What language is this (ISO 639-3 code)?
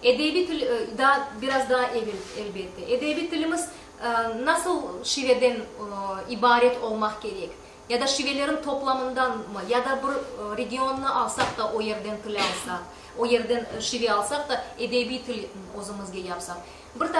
crh